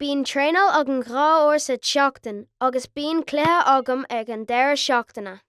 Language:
Irish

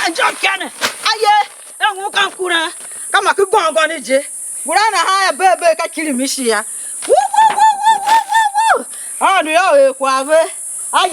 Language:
Tiv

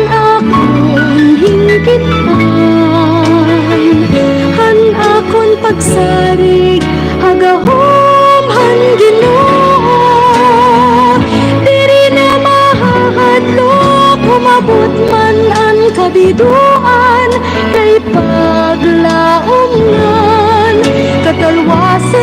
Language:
Waray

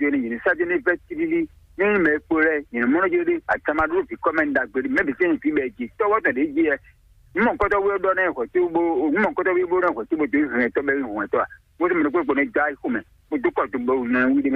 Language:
Fon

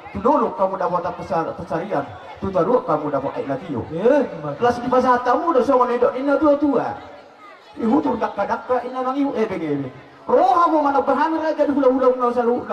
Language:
Batak Toba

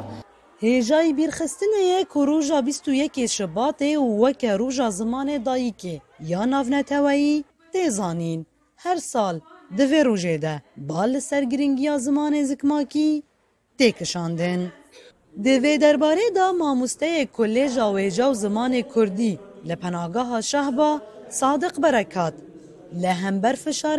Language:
Kurdish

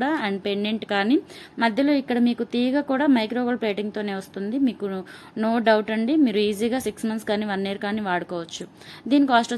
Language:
Telugu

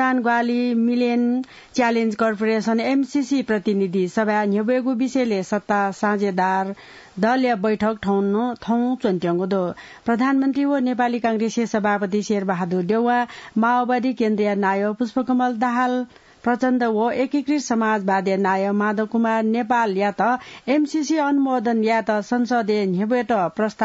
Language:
Newari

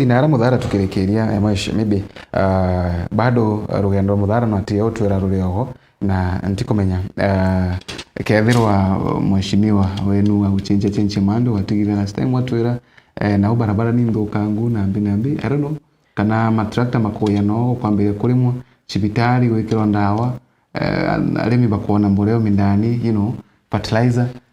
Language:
Meru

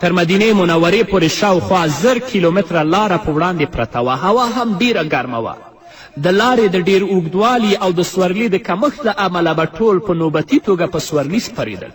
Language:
Pashto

